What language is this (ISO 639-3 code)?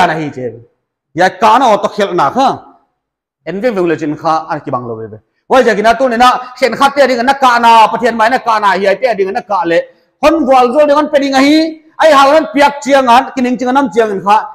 pck